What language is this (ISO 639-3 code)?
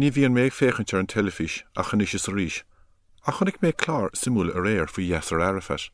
gle